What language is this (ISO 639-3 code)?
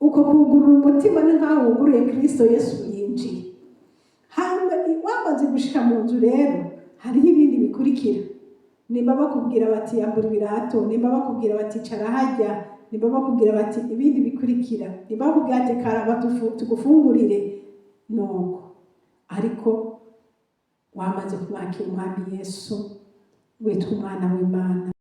run